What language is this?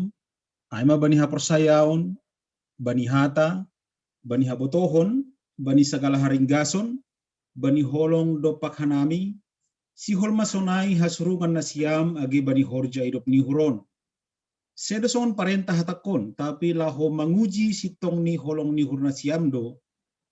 Batak Simalungun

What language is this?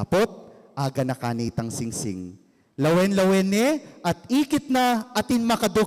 Pampanga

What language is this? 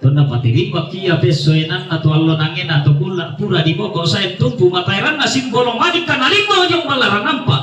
Toraja-Sa'dan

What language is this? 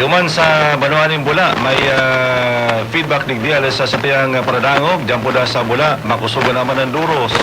Bikol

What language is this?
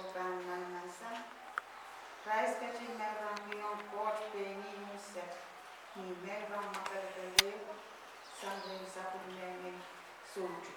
Pohnpeian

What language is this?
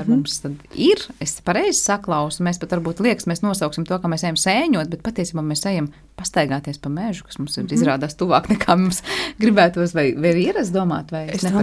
Latvian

